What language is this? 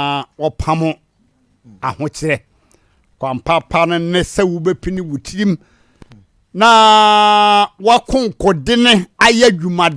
Akan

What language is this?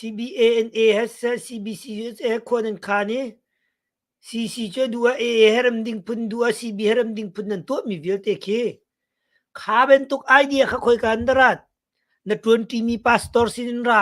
Hakha Chin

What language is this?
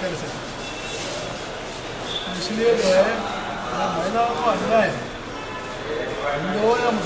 Hindi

